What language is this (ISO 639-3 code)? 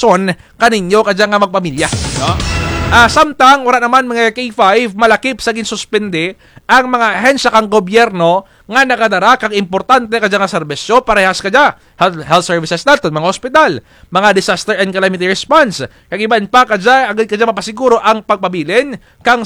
krj